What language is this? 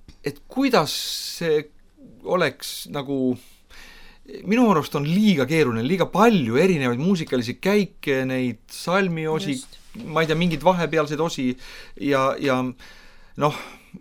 Estonian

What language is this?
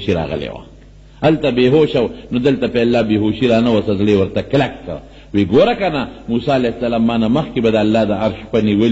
Pashto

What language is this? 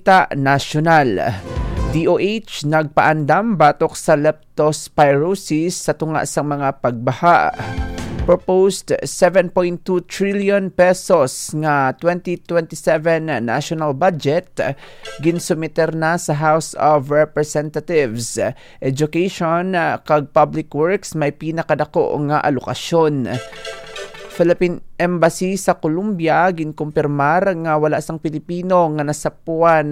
Hiligaynon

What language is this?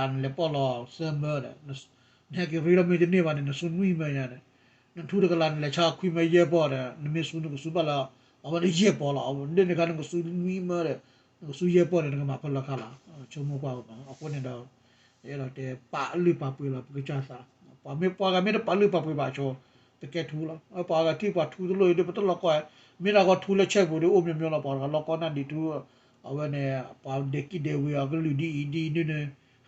S'gaw Karen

